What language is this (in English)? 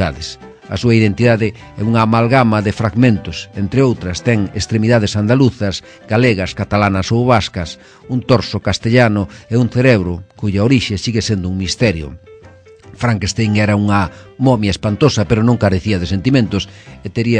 Galician